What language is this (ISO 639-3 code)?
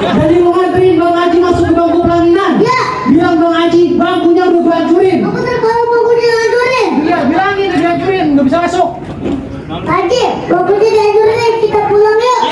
bew